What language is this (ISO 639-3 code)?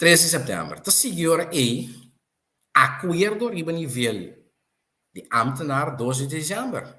pap